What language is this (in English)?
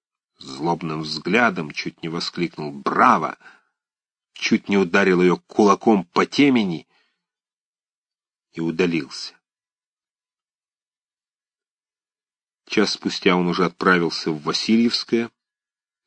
Russian